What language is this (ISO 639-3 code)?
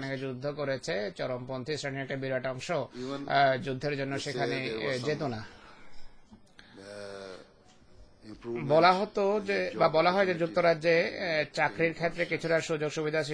ben